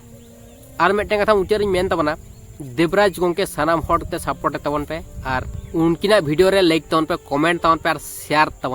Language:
Santali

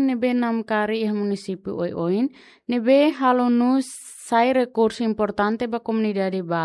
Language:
Tetum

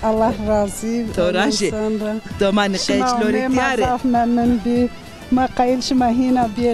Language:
Zaza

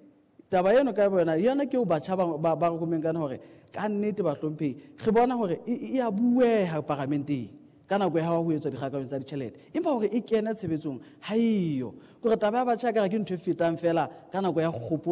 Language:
Southern Sotho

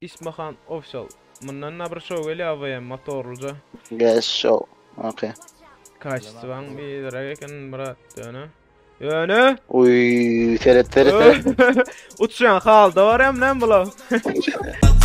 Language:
Turkmen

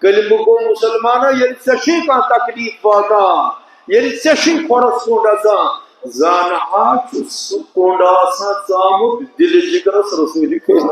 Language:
Kashmiri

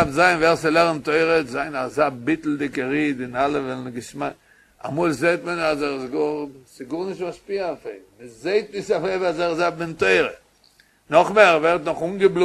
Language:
Yiddish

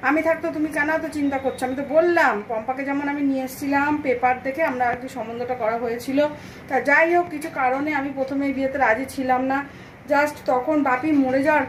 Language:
Bangla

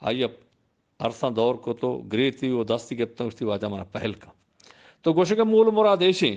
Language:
Eastern Balochi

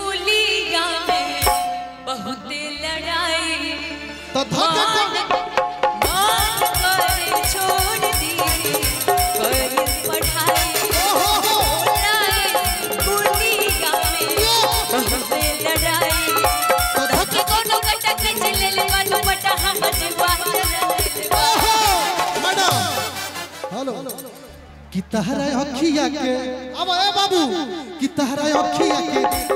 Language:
Bhojpuri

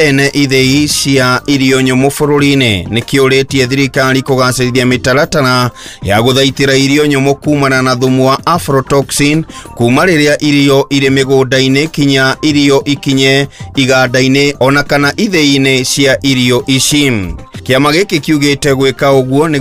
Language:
Kikuyu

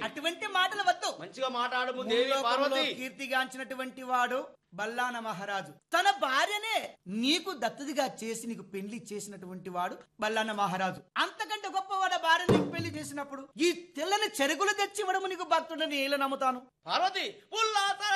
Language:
Telugu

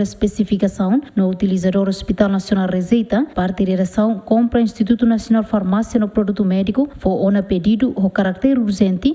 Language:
Tetum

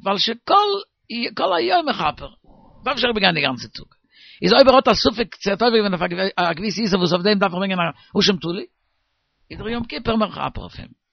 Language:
Yiddish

